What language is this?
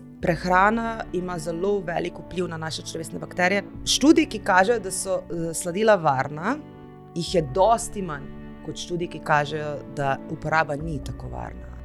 Slovenian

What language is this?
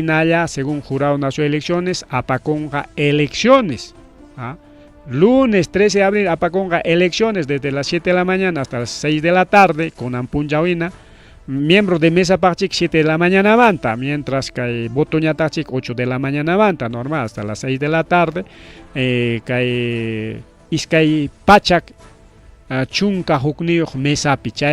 Ayacucho Quechua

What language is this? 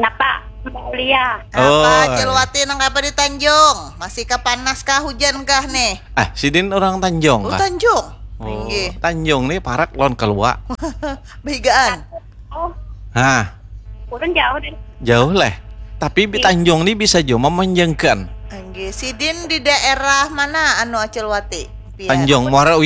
Banjar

